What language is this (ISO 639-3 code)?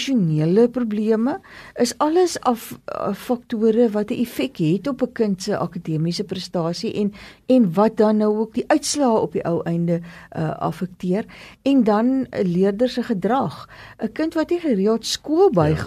afr